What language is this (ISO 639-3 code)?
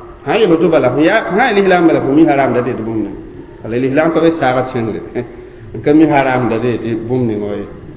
mos